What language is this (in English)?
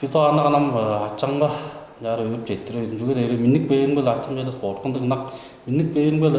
Tuvinian